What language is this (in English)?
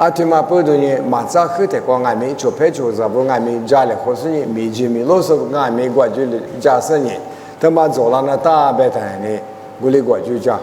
Lisu